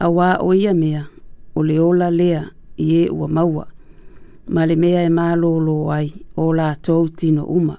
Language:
Samoan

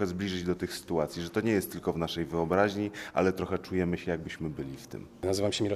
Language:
Polish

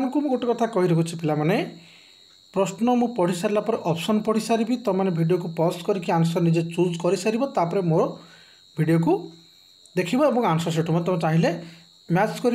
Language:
Odia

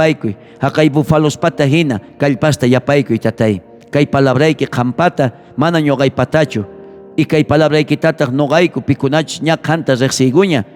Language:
South Bolivian Quechua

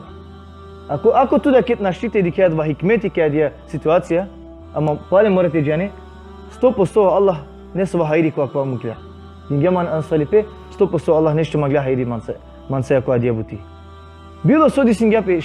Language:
Balkan Romani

